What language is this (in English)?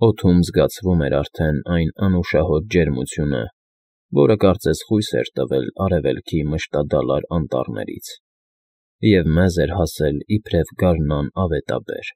Armenian